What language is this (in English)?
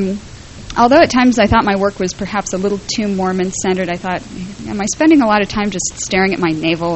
English